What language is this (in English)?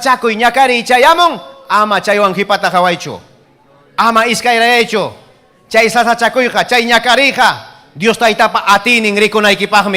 Ayacucho Quechua